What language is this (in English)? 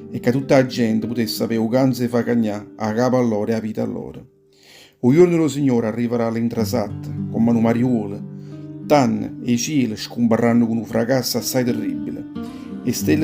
Neapolitan